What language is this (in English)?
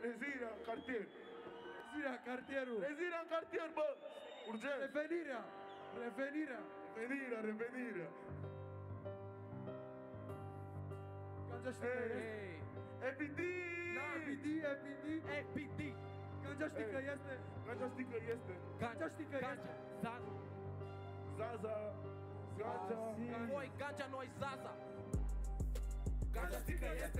Romanian